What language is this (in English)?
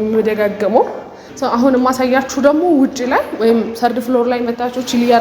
Amharic